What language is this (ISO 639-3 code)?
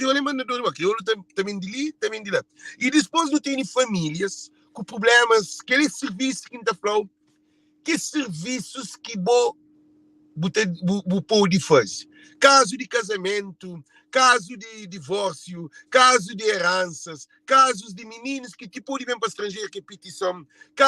kea